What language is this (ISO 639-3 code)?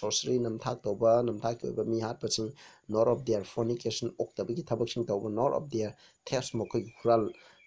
mni